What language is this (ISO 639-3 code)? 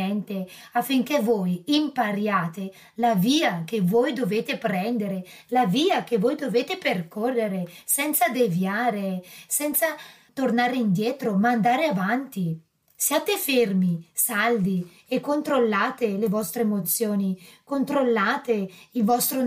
ita